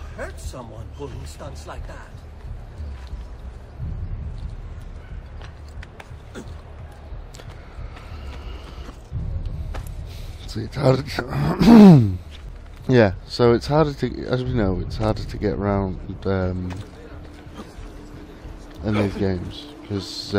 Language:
English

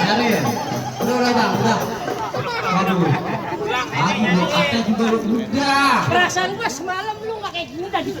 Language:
Betawi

